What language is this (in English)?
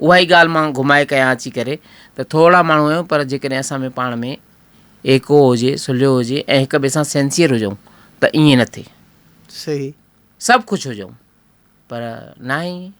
Sindhi